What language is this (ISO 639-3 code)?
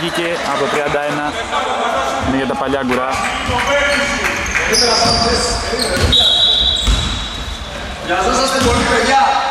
ell